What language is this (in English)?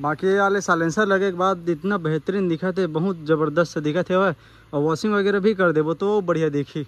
Chhattisgarhi